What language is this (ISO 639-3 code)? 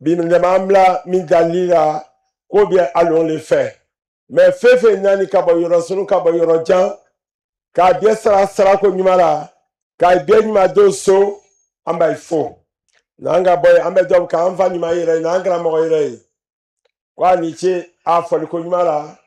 bam